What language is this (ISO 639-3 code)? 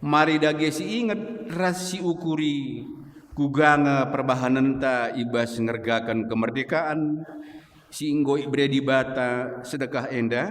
btx